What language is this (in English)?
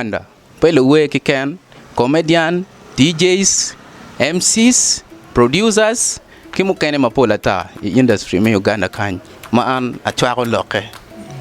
Acoli